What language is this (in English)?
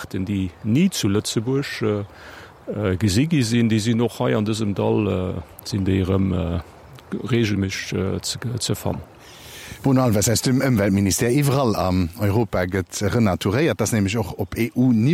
Luxembourgish